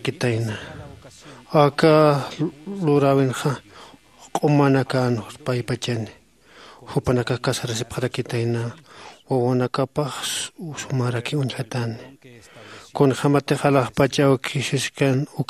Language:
Aymara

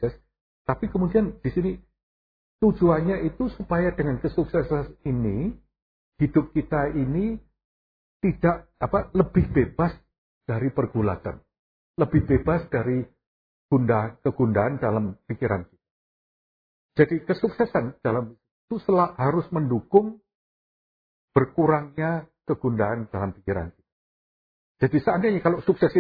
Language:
Indonesian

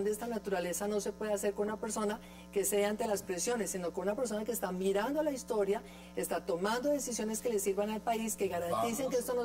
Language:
Spanish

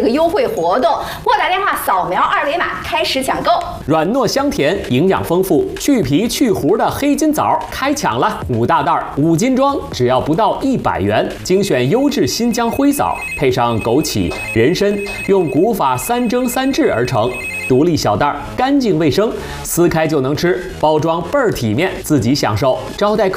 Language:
Chinese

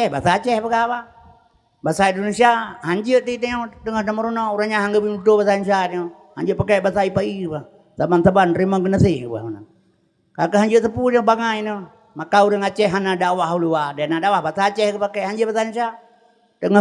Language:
Achinese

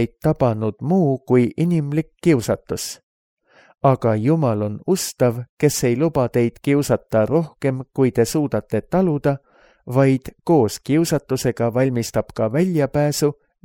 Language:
Estonian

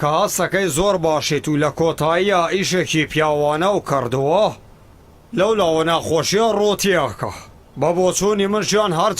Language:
Central Kurdish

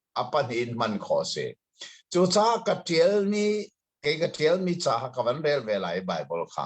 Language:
Hakha Chin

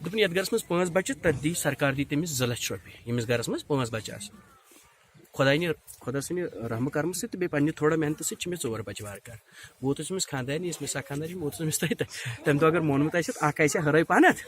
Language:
Kashmiri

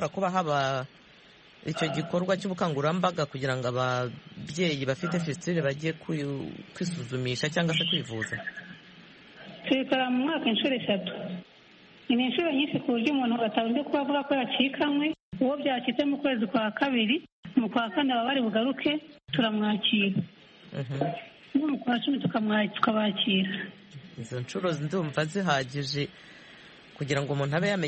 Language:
Kinyarwanda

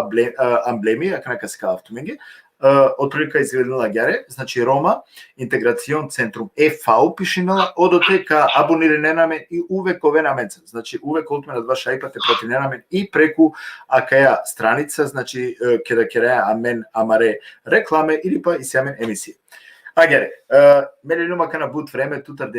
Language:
Balkan Romani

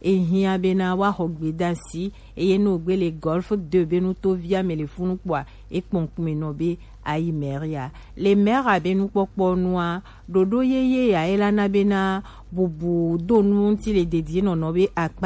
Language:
Gen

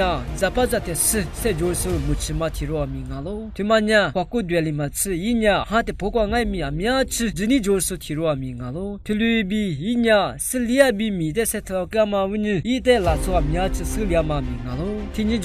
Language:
Lisu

